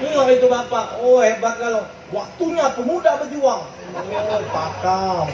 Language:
Musi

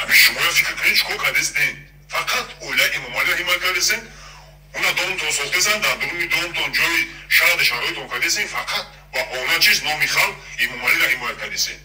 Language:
Tajik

